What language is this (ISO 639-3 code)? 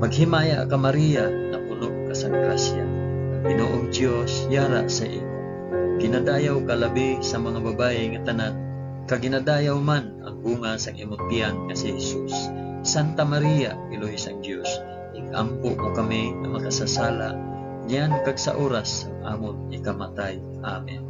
hil